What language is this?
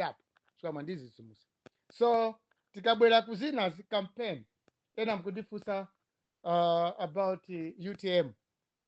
Nyanja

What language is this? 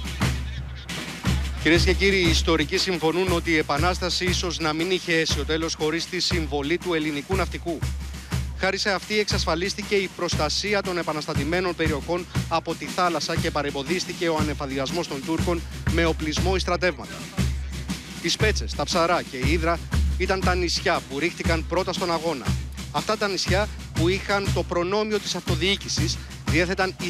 Greek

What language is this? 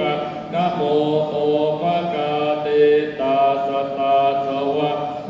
Pali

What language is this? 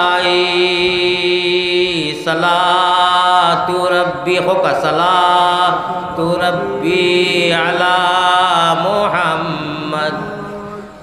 Sylheti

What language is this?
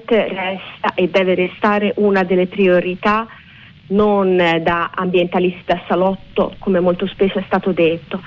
Italian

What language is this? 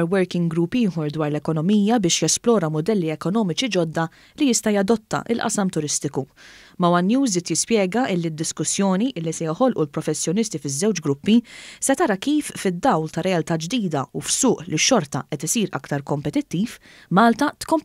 Maltese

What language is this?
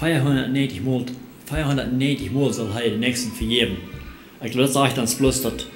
Plautdietsch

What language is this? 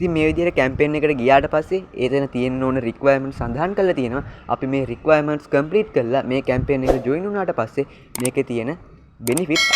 Sinhala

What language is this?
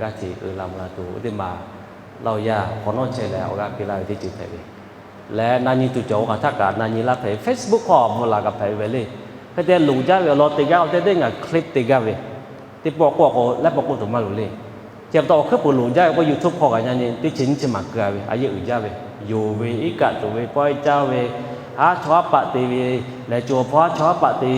Lahu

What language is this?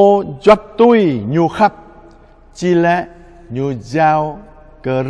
Jarai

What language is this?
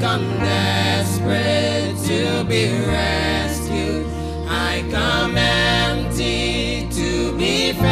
Papiamento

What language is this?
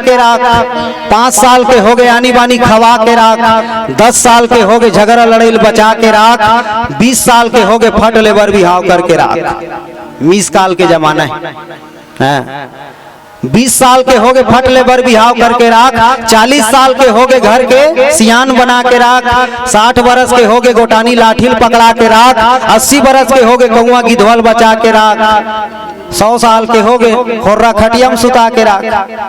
Chhattisgarhi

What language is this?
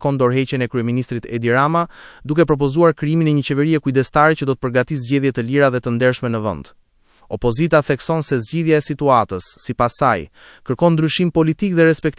Albanian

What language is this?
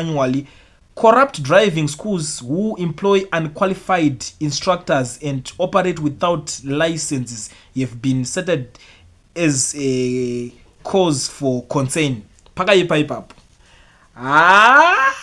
Shona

